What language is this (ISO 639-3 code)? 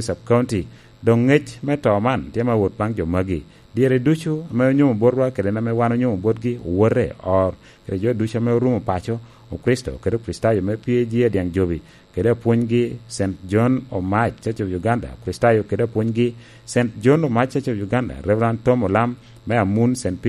laj